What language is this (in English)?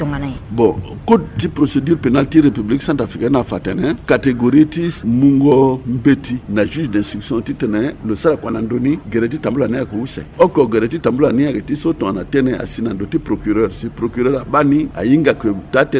Sango